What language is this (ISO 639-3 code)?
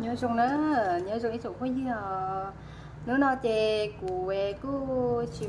hmn